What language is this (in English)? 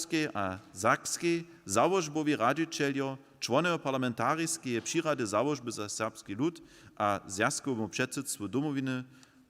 Upper Sorbian